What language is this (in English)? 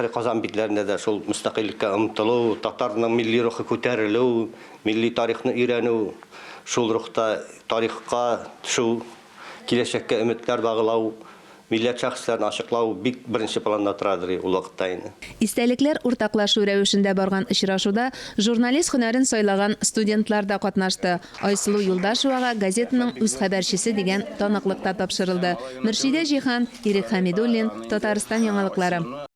Tatar